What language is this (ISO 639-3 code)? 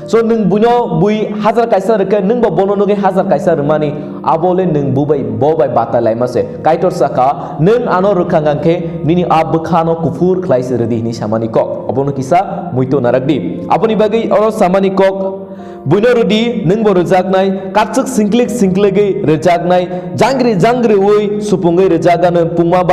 trp